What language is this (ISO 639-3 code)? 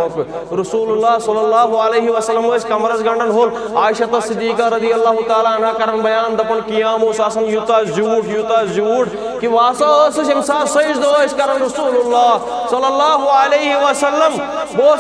kas